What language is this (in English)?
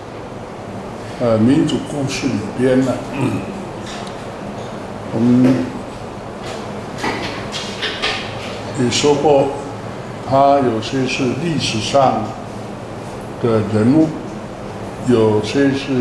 Chinese